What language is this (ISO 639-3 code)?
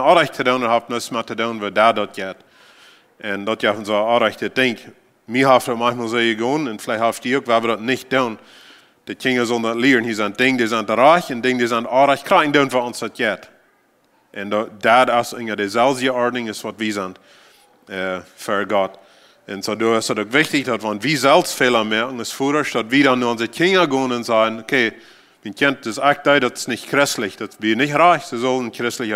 pdt